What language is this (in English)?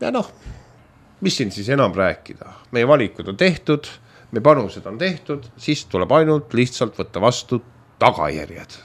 Estonian